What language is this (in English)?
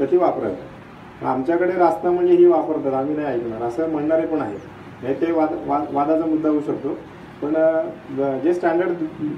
Marathi